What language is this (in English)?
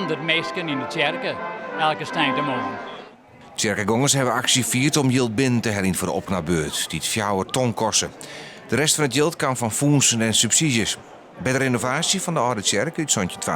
Western Frisian